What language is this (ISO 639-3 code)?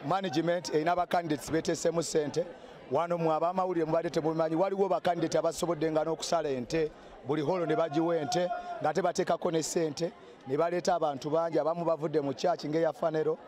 lug